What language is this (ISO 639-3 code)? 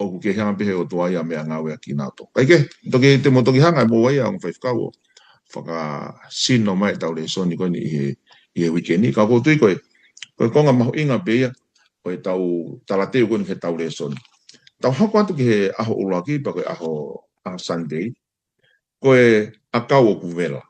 ton